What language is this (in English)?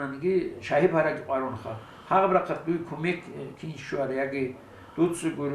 Avaric